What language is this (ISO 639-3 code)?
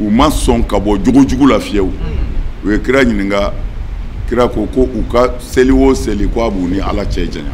bam